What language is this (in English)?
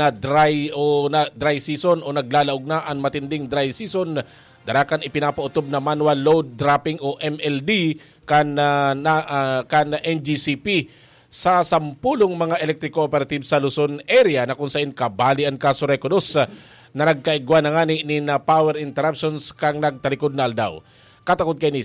Bikol